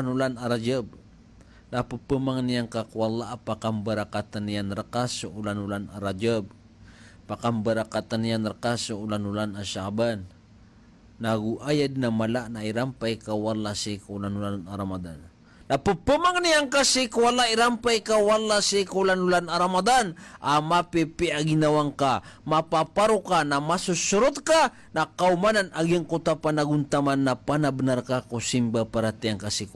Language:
Maranao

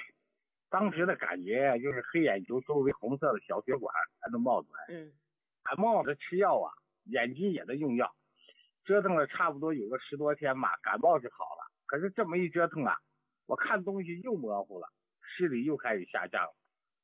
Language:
Chinese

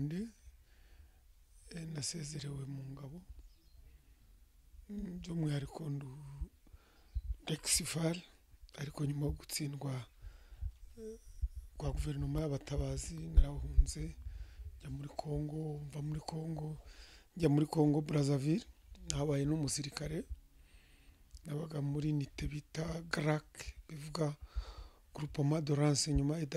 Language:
Kinyarwanda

